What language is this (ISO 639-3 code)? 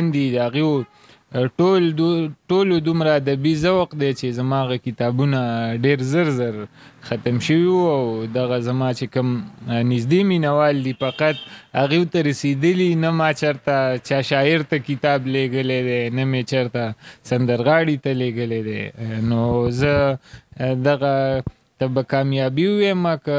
pus